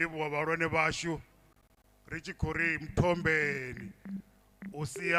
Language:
Venda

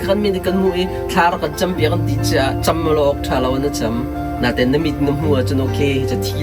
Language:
Hakha Chin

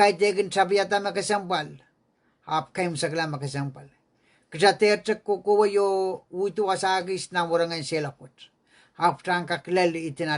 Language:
Pohnpeian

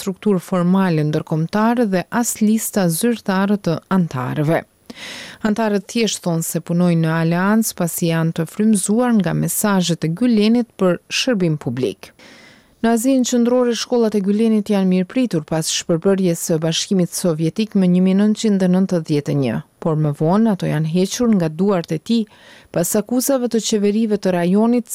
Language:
Albanian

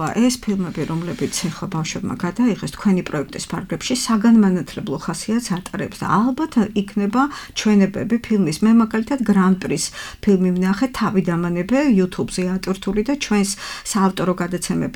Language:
Georgian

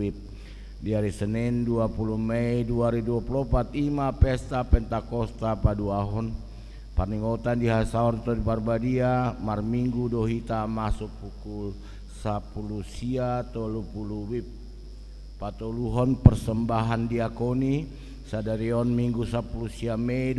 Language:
Batak Toba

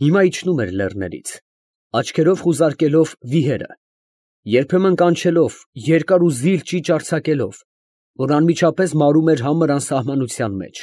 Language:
Armenian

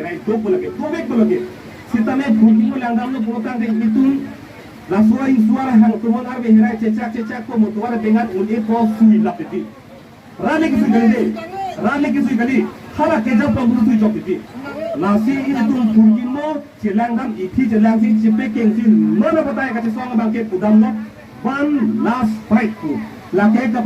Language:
Karbi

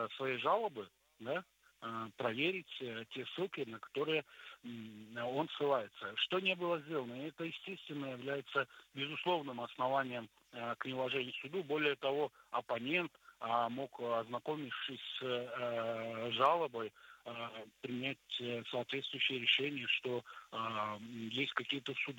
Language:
Russian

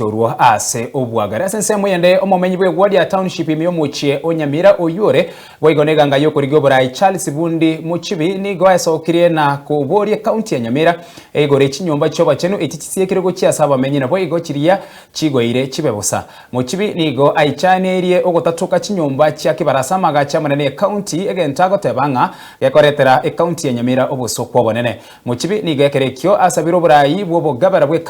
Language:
Gusii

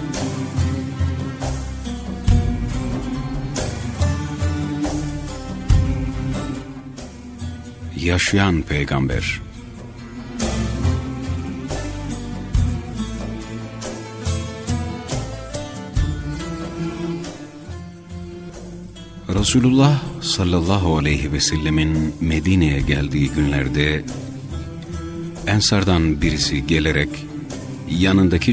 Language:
Turkish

